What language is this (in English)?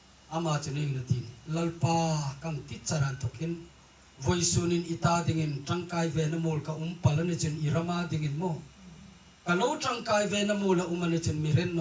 Hmar